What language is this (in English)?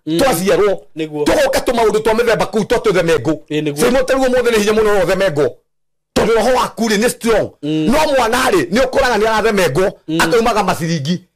Kikuyu